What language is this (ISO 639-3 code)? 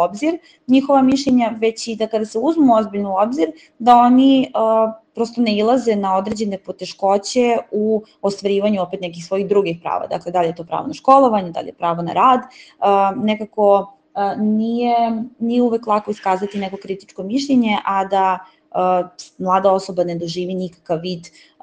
srp